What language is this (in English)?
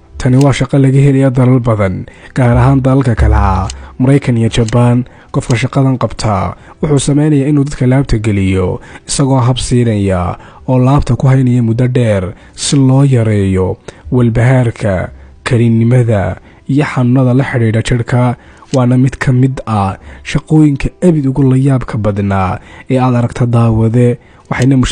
Somali